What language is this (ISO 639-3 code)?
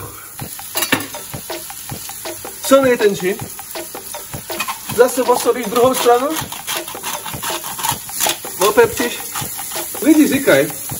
ces